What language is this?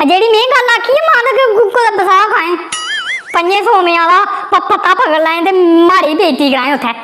Dogri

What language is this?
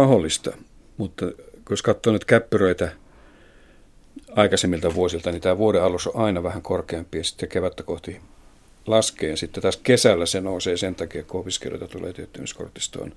Finnish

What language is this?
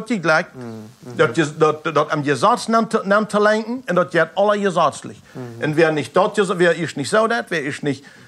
Plautdietsch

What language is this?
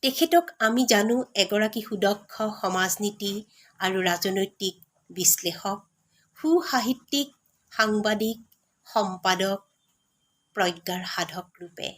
Assamese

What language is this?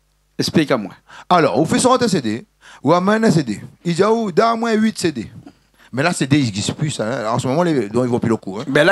Réunion Creole French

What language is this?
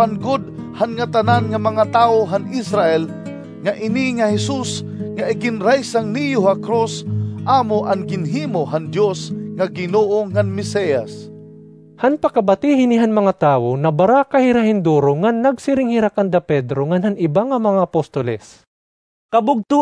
Waray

